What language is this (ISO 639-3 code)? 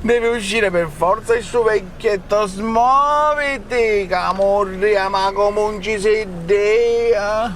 scn